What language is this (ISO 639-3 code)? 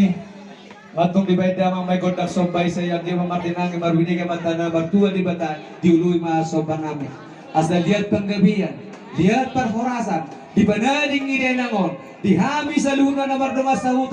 bbc